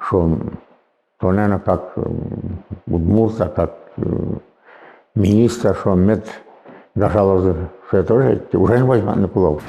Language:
Udmurt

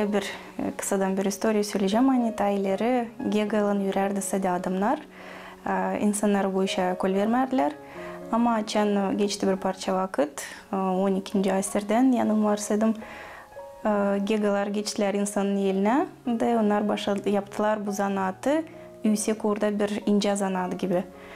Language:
Gagauz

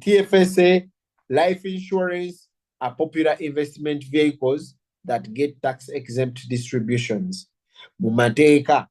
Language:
Ganda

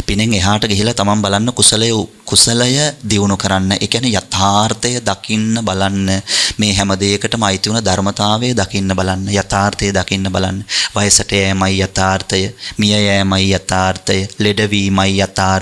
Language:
Sinhala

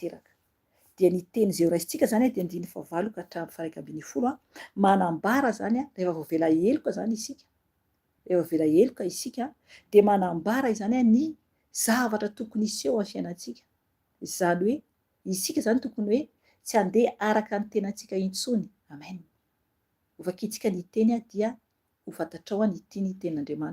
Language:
Malagasy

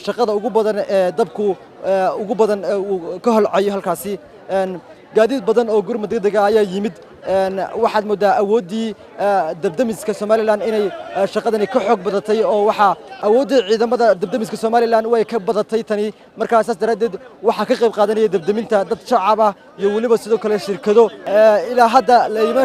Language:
Somali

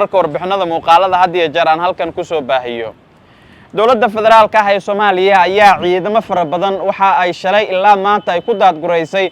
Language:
Somali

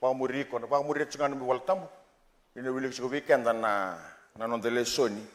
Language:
Fijian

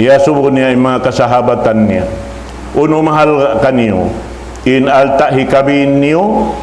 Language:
Tausug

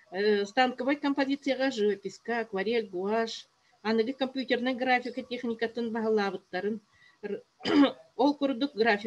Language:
Yakut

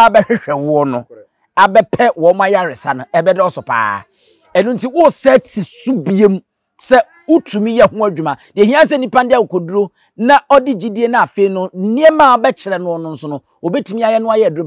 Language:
Akan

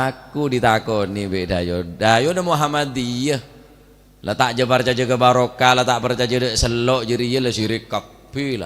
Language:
Madurese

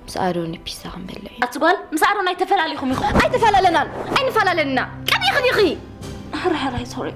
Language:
Tigrinya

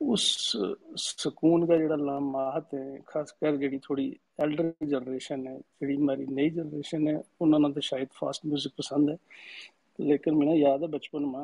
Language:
Gujari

